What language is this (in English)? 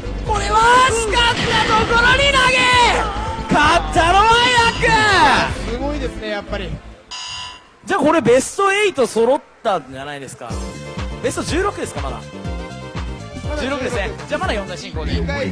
Japanese